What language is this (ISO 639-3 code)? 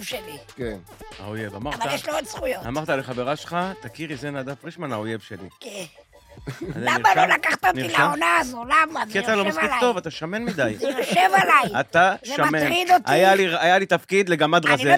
heb